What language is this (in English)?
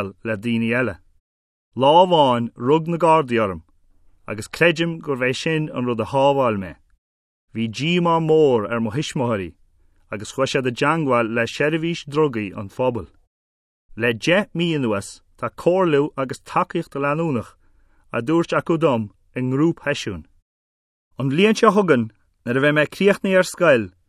Irish